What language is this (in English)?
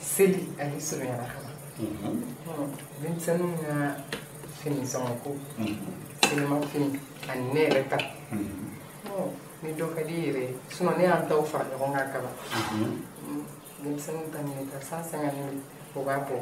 Bambara